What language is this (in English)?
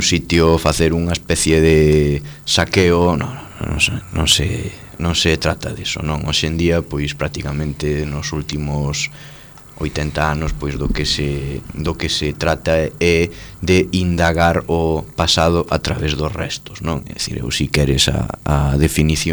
Galician